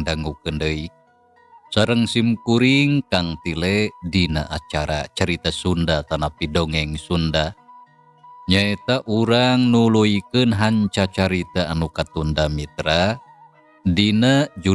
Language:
Sundanese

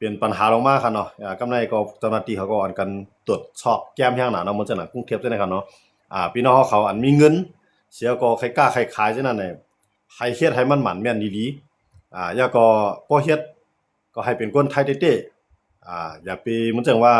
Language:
Shan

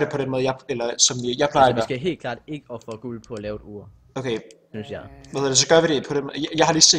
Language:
Danish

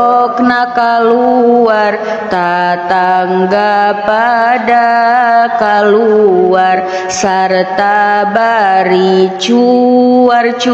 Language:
Sundanese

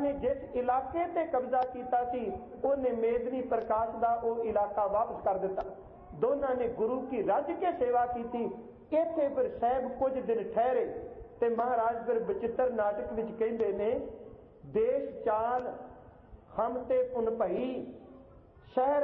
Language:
Punjabi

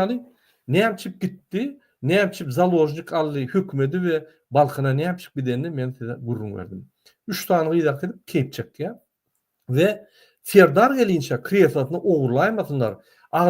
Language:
Turkmen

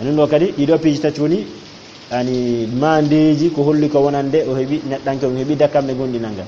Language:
Fula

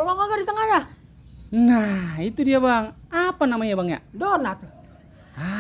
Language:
Betawi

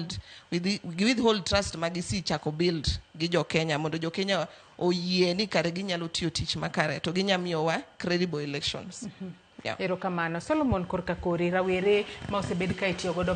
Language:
Luo (Kenya and Tanzania)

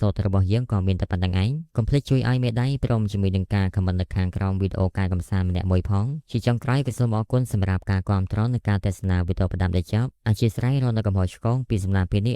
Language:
Khmer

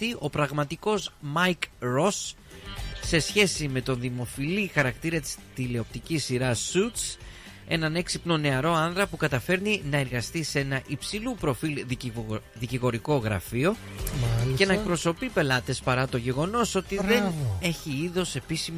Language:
Greek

